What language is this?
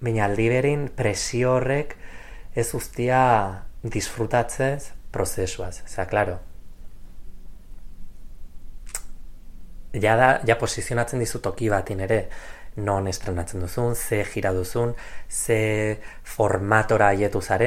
Basque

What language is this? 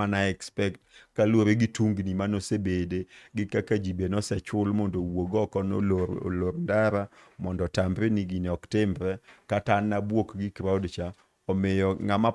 Luo (Kenya and Tanzania)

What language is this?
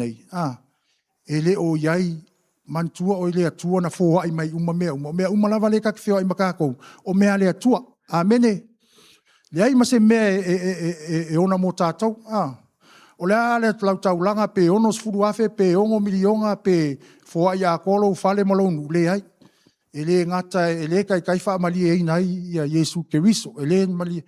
Samoan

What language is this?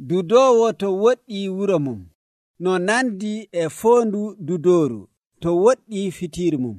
Nigerian Fulfulde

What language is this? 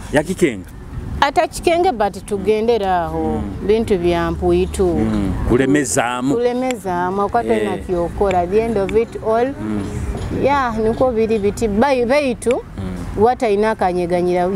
Nyoro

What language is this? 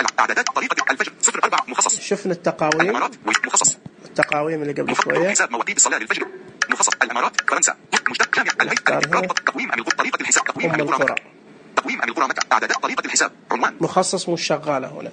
Najdi Arabic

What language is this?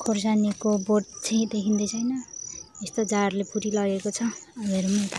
Nepali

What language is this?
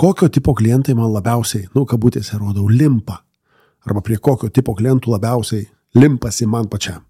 Lithuanian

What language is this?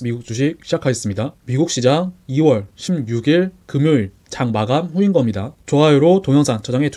Korean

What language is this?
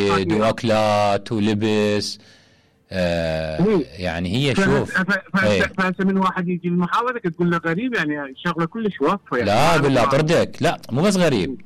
Mesopotamian Arabic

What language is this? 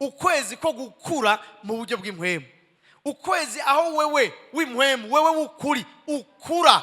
Rundi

